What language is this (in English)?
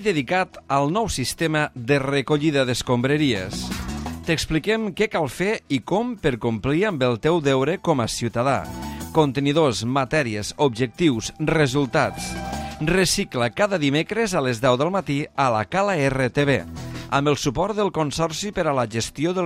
Catalan